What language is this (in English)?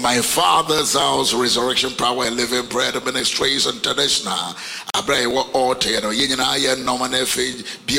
Akan